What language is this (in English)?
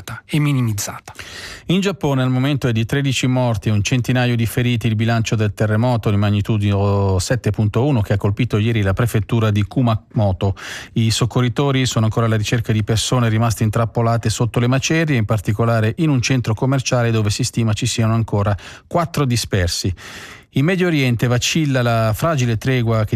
Italian